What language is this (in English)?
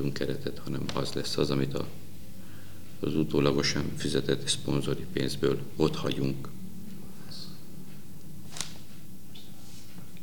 Hungarian